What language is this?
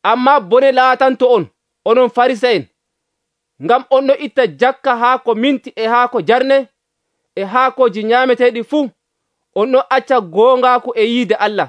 Nigerian Fulfulde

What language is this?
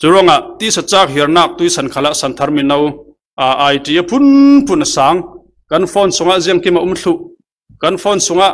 Falam Chin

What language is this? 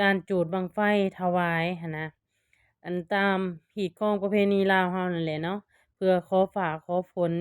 Lao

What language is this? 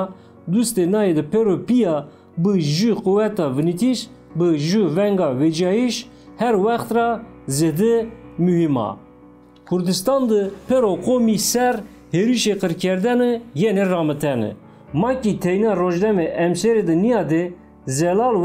Zaza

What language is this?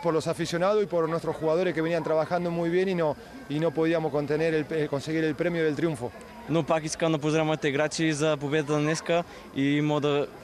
Bulgarian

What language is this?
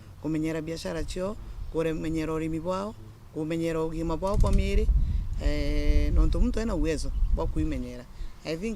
Meru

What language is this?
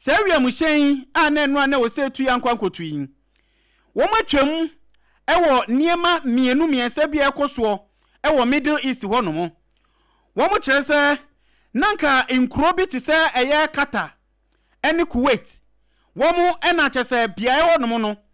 Akan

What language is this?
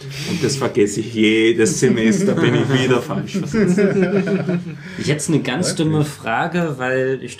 German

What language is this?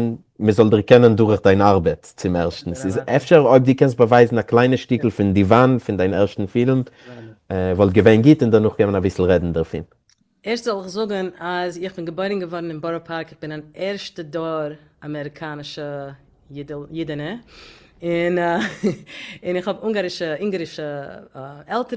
Yiddish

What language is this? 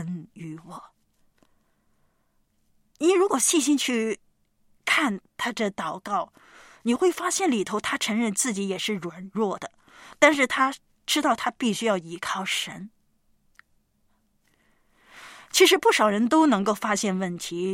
Chinese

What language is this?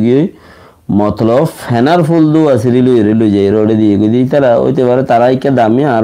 Rohingya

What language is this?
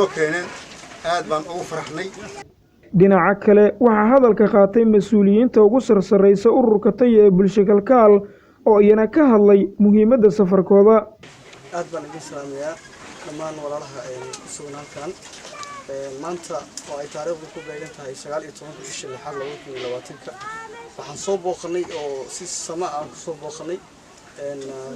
Somali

